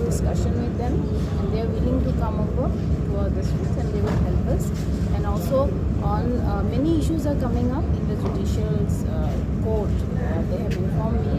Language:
Karbi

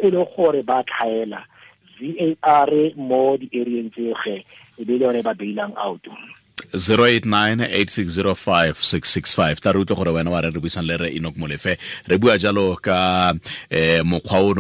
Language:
Tswana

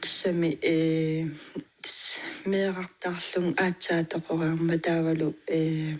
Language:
Kalaallisut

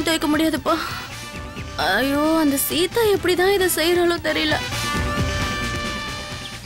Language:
Tamil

